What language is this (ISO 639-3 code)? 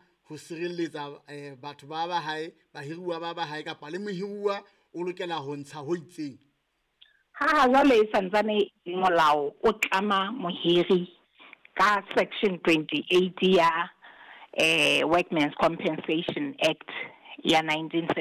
sot